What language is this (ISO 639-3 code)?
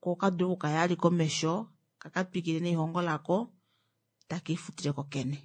kua